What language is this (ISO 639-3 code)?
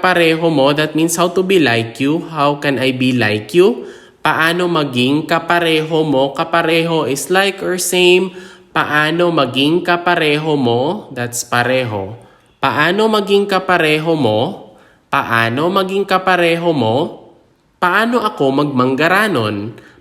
hil